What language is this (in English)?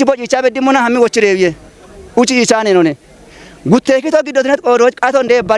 Kafa